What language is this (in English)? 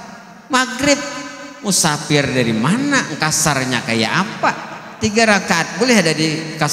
Banjar